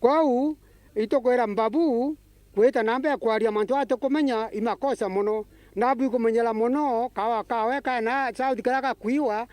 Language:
Meru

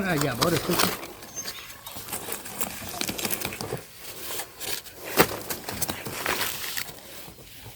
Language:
S'gaw Karen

